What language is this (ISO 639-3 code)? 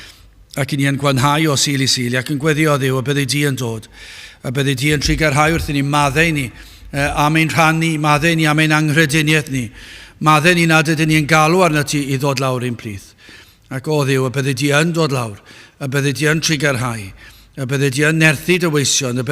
cym